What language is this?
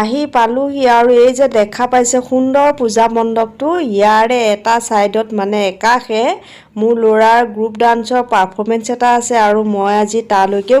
Assamese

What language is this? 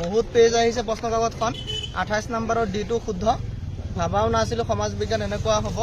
Assamese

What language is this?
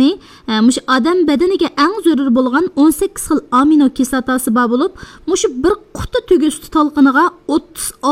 Uyghur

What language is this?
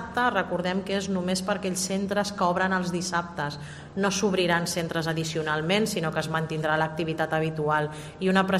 Catalan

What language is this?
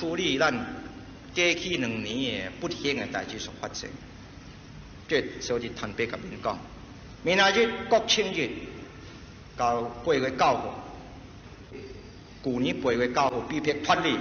Min Nan Chinese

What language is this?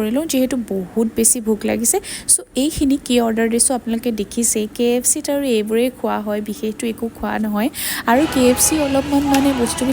Assamese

